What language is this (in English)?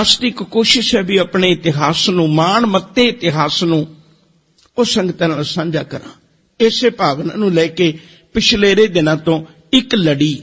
Punjabi